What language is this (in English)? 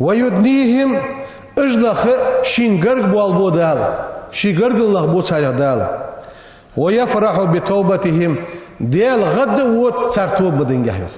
Ingush